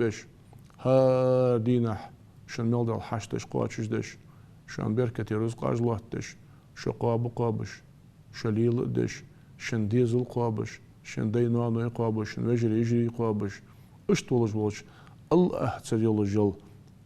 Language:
Ingush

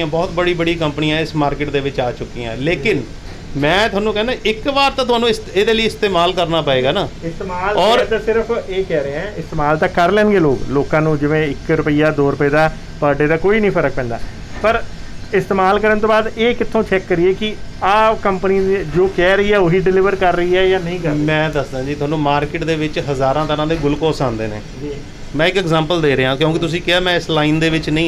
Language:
Punjabi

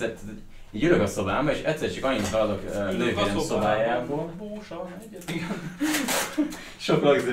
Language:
Hungarian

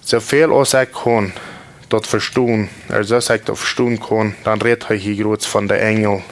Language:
Plautdietsch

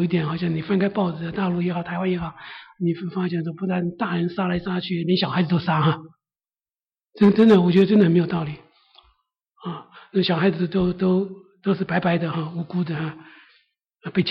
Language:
Chinese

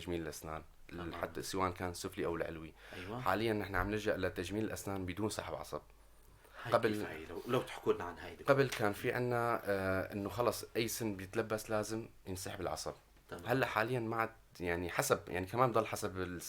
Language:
North Levantine Arabic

